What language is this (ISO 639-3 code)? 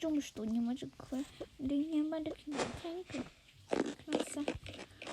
bod